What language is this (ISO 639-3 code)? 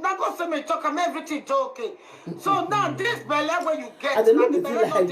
pcm